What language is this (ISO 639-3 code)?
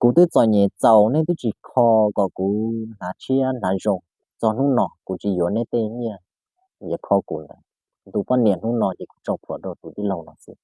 hmn